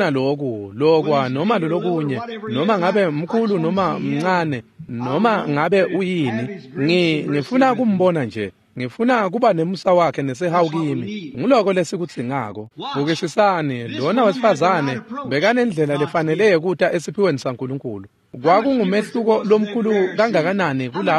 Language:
Swati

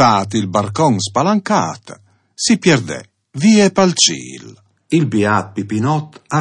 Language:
Friulian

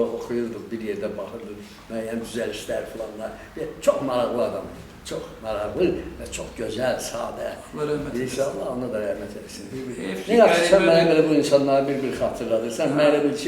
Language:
Azerbaijani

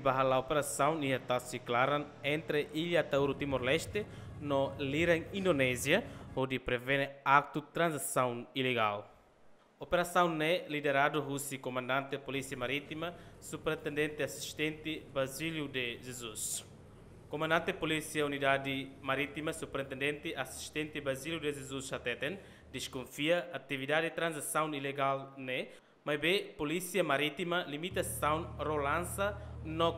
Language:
Tetum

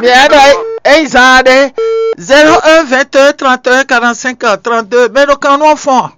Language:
Fon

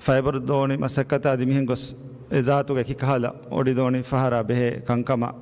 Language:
Divehi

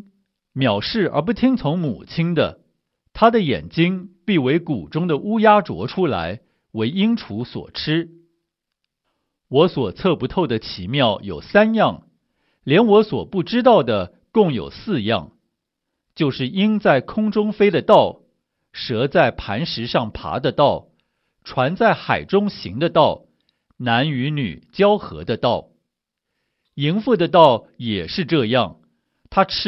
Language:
Chinese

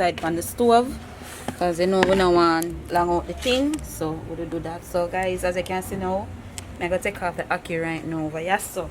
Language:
Jamaican Creole English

